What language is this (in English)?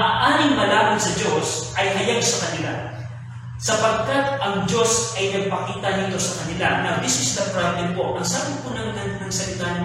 Filipino